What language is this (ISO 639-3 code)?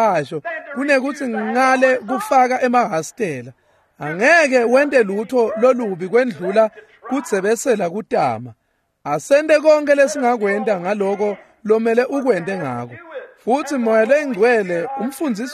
ssw